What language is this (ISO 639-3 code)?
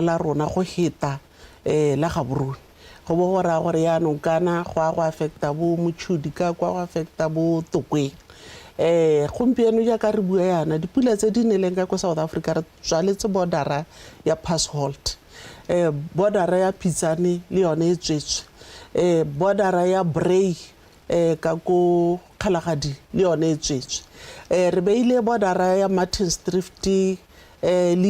tsn